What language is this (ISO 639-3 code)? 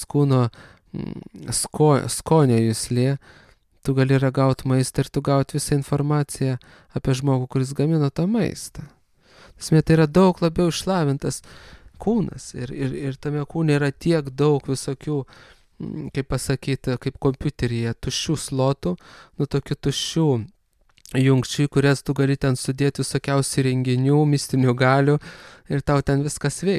lit